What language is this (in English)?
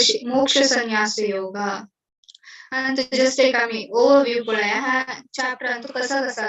Konkani